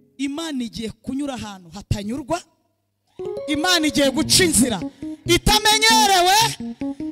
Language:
Kinyarwanda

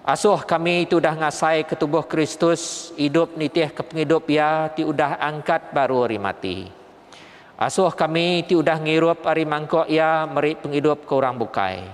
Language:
Iban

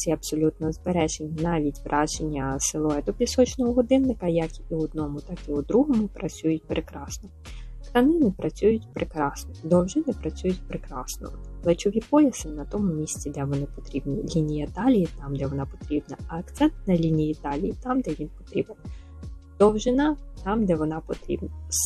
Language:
Ukrainian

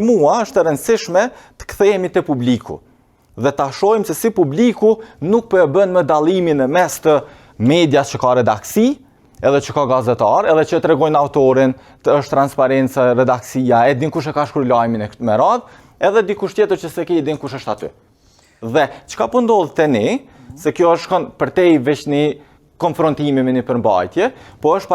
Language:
Albanian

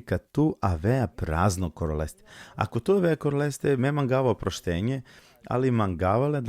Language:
Balkan Romani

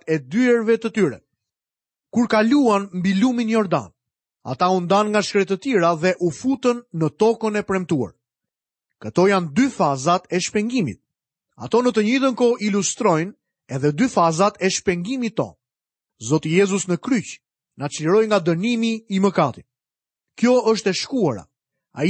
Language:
Albanian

